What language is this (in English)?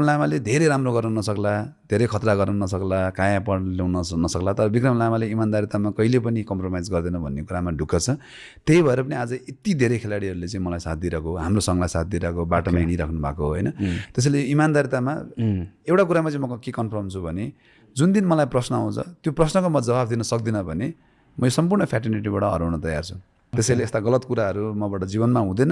Nepali